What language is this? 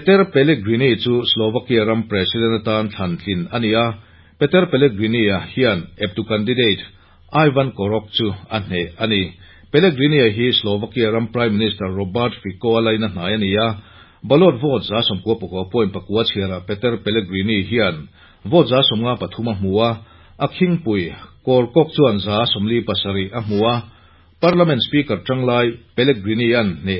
Mizo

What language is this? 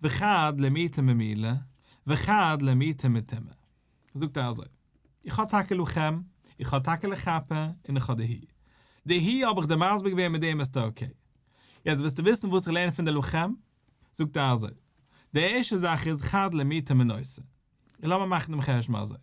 Yiddish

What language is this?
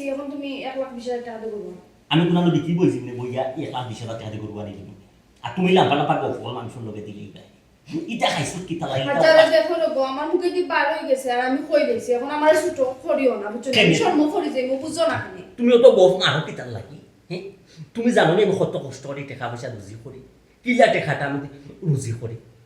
Sylheti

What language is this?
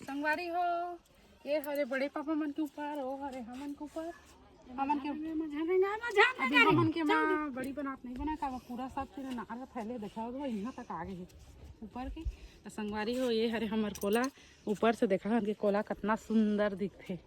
Chhattisgarhi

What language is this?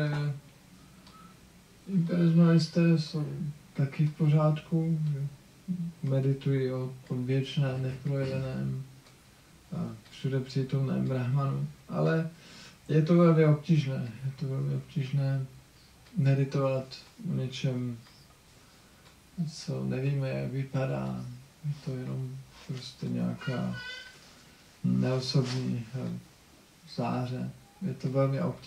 Czech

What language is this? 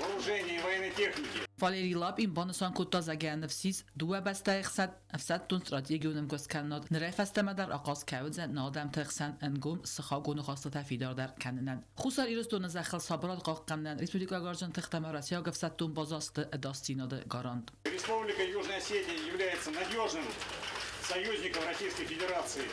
Ossetic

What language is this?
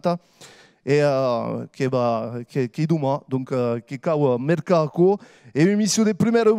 Occitan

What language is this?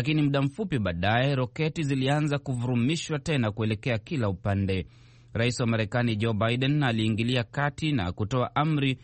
Swahili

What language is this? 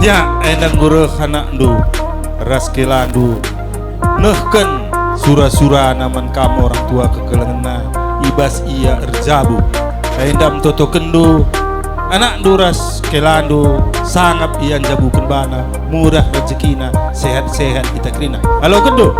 Batak Karo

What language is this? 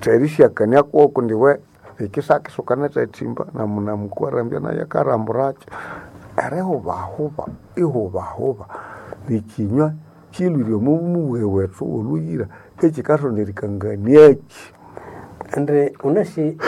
Nande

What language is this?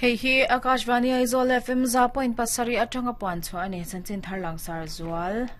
Mizo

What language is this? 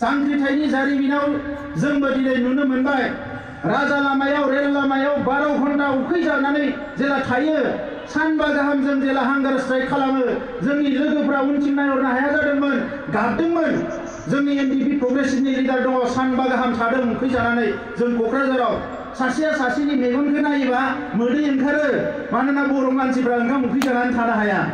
Bodo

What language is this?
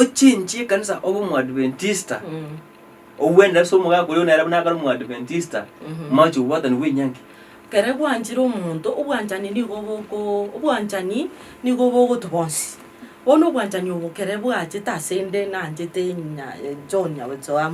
Gusii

